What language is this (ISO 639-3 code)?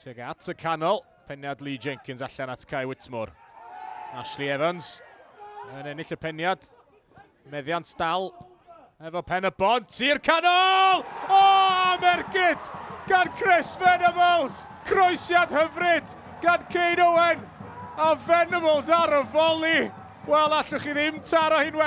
cym